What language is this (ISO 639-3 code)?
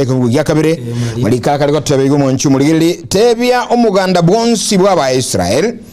guz